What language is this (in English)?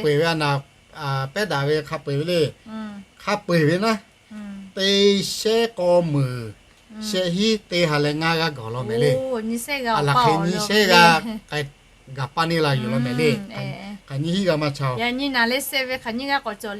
Lahu